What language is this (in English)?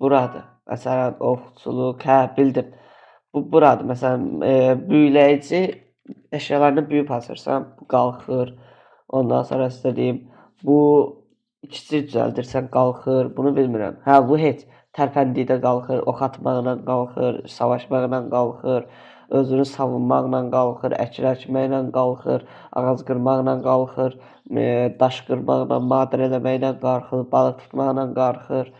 Azerbaijani